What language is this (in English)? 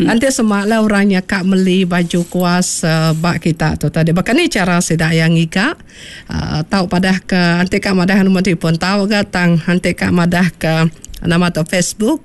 Iban